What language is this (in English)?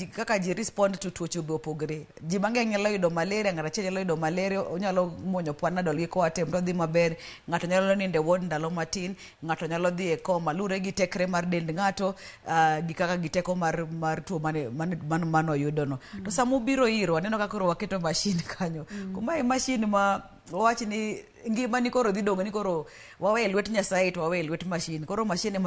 Luo (Kenya and Tanzania)